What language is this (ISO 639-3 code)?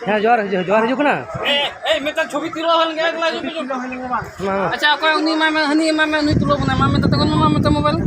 sat